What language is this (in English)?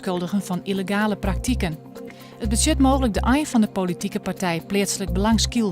Western Frisian